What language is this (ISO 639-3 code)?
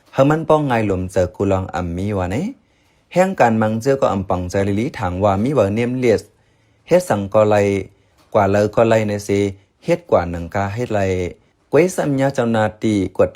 shn